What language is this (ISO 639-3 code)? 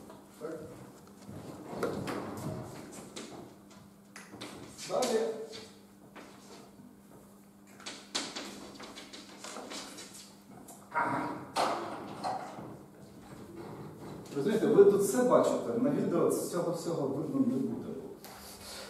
ukr